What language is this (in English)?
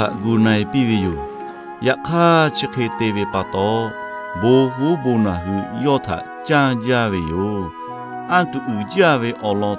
Lahu